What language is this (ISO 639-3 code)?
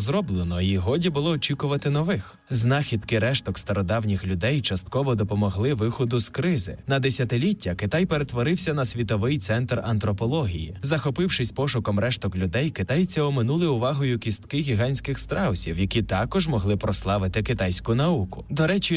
ukr